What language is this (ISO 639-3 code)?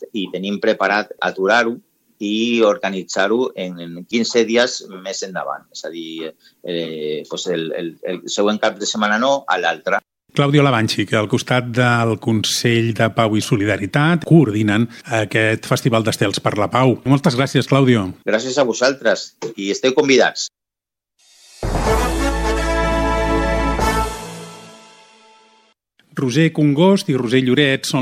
cat